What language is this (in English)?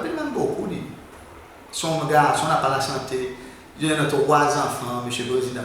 Seselwa Creole French